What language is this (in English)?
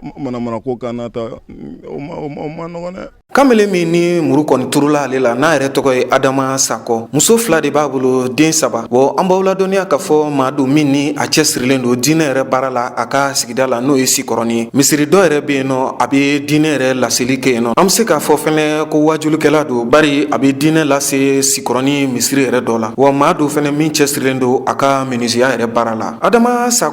Bambara